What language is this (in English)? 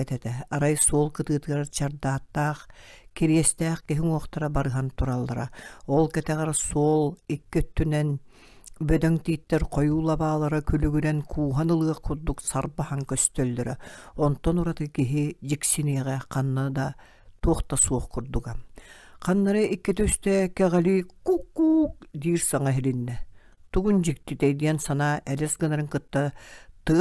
Yakut